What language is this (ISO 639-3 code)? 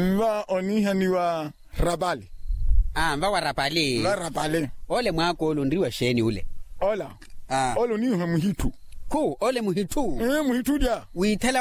vmw